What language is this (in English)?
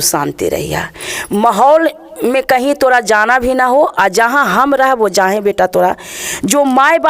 Magahi